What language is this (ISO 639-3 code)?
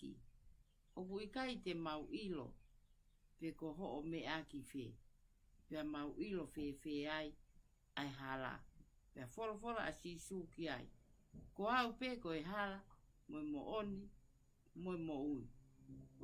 ton